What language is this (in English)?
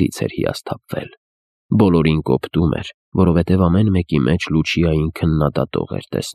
Armenian